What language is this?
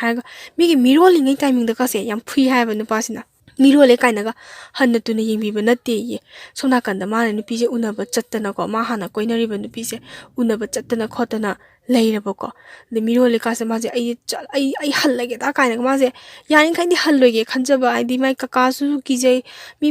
Manipuri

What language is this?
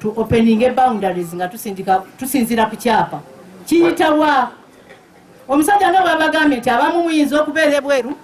Nyankole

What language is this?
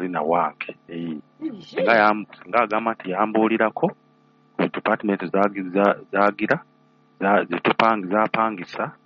Ganda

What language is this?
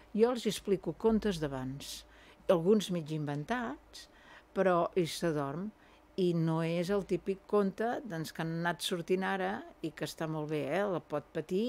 Catalan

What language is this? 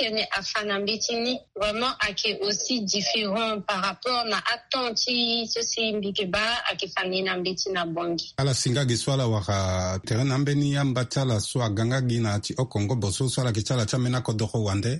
Sango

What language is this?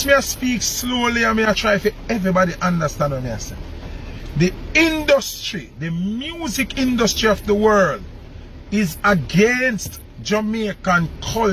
Jamaican Creole English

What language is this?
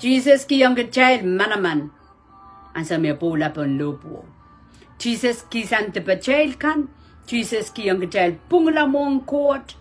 Pohnpeian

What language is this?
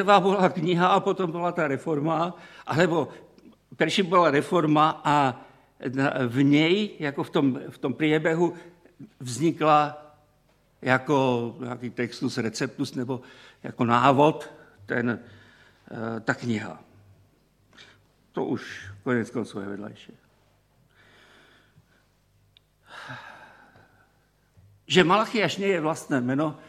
Slovak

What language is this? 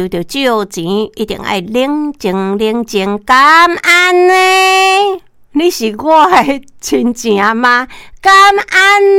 Min Nan Chinese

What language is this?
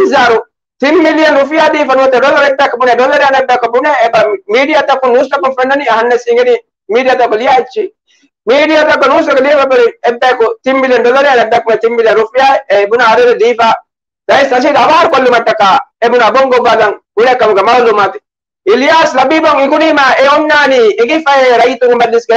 Divehi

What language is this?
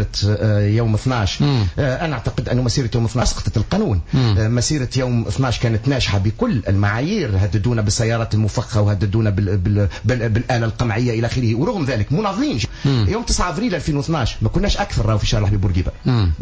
Tunisian Arabic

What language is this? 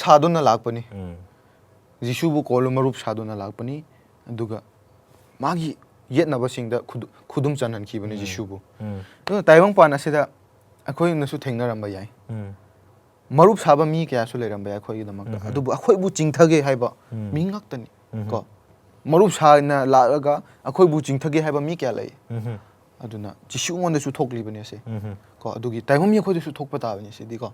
Manipuri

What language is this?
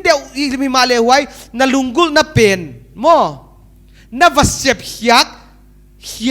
Paite Chin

